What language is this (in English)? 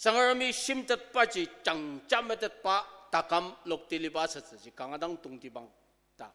Ao Naga